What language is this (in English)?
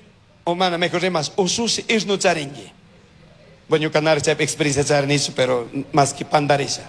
Chimborazo Highland Quichua